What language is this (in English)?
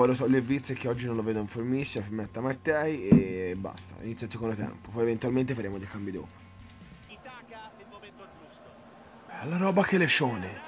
Italian